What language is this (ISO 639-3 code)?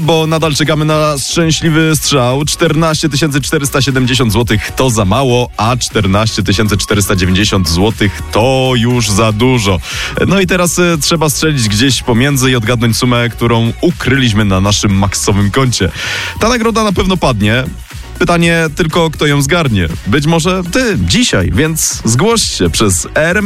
pol